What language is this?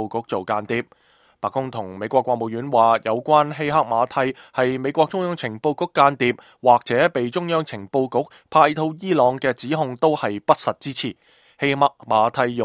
Cantonese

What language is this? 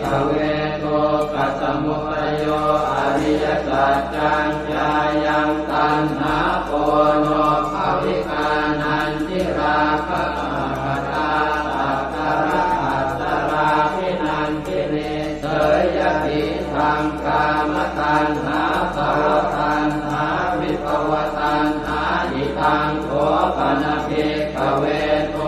Pali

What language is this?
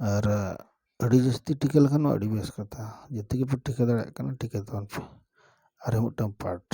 Santali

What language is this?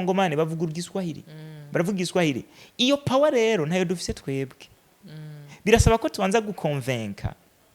Rundi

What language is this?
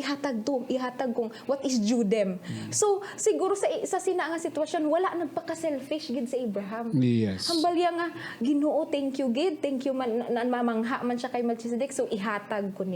Hiligaynon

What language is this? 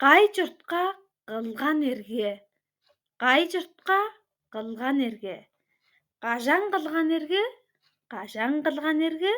Tuvinian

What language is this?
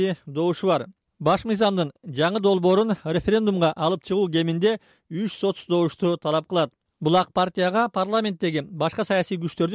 Kyrgyz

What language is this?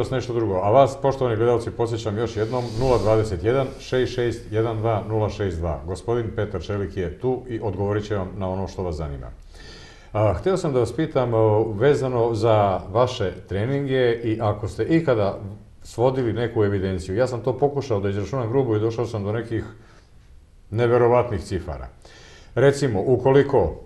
Serbian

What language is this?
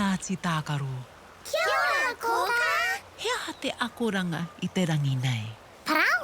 Māori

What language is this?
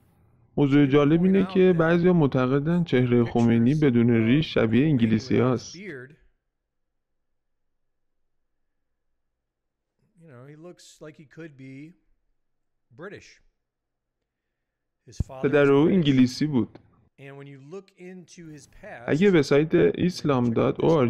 Persian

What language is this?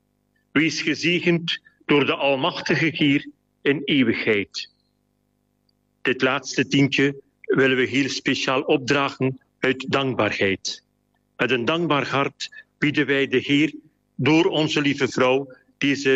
Dutch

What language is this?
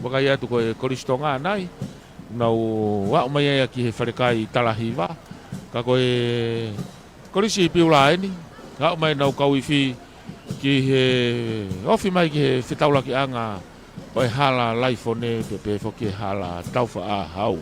Tongan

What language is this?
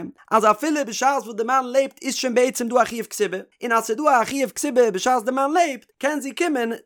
Yiddish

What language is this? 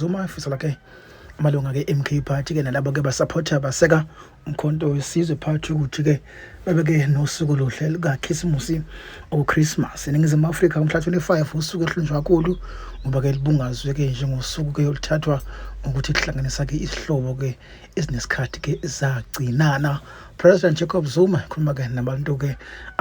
Zulu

